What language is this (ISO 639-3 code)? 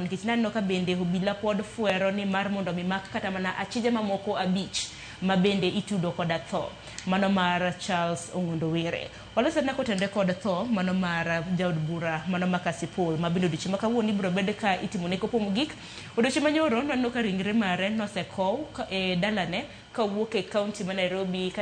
luo